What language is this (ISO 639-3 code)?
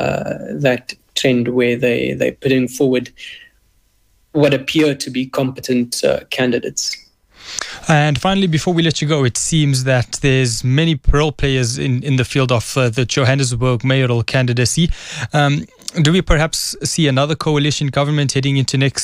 eng